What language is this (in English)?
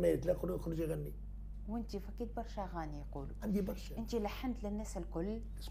Tunisian Arabic